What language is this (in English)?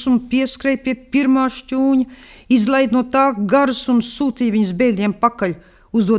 Latvian